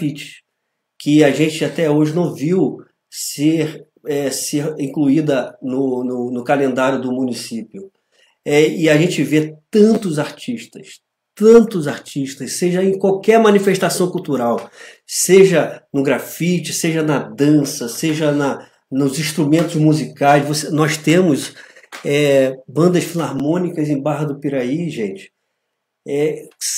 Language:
Portuguese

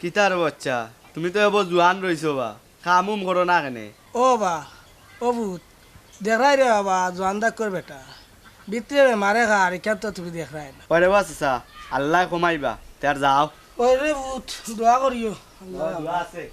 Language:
Sylheti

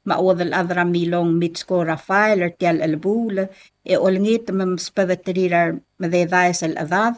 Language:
Palauan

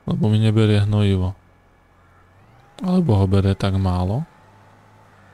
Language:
Slovak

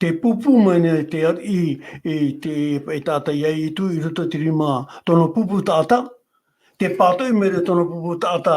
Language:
Tahitian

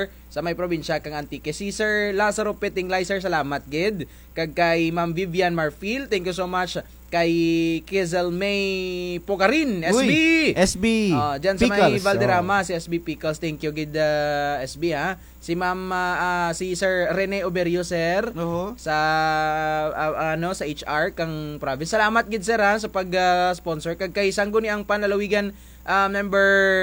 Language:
Kinaray-a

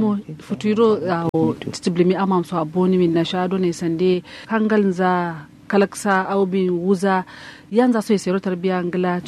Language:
Kanuri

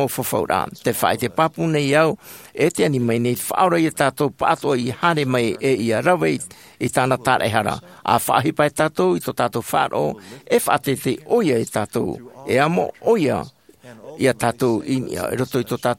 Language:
Tahitian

